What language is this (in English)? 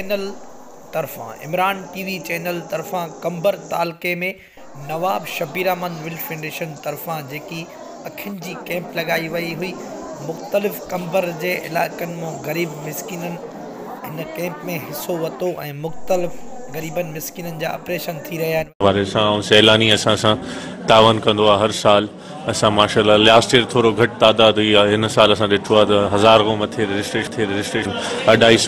Sindhi